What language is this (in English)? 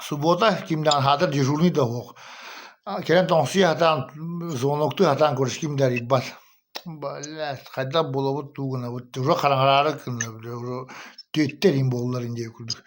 Yakut